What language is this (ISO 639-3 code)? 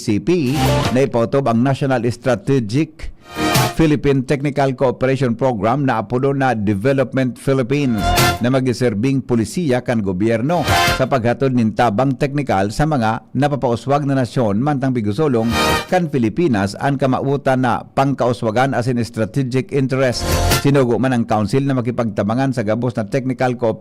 bik